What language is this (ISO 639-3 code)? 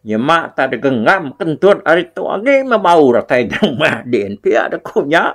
iba